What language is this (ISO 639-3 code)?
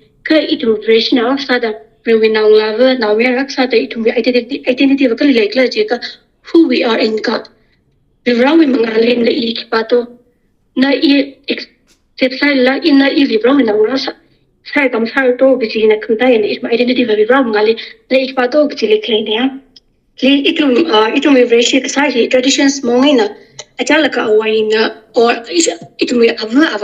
nmf